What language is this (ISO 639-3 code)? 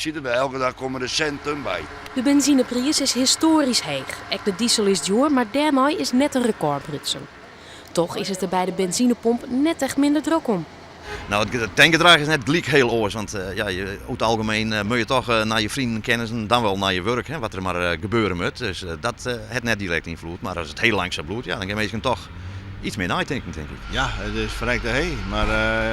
fry